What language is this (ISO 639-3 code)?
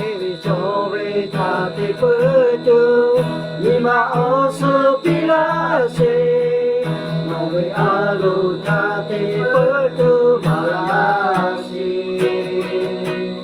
lhu